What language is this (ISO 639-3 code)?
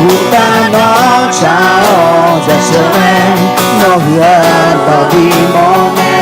ahk